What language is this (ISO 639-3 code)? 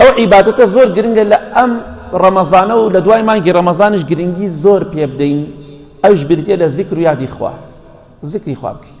ckb